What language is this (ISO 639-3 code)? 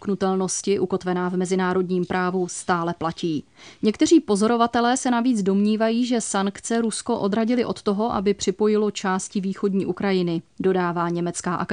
ces